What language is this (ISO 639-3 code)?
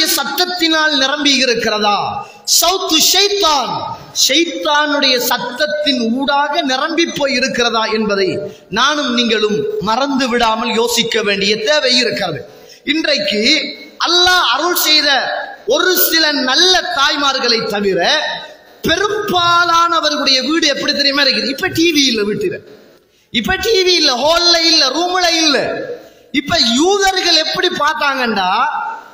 tam